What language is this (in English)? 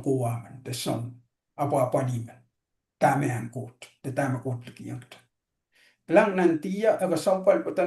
Pohnpeian